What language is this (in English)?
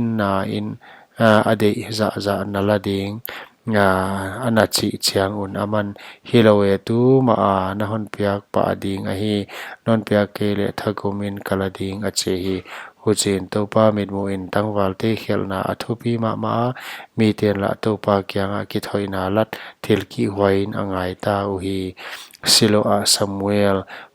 Paite Chin